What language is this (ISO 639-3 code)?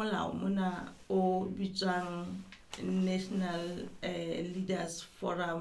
sot